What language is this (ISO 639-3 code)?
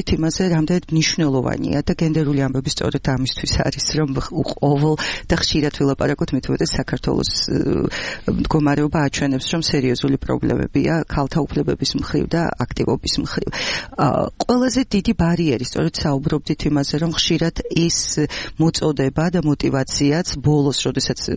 kat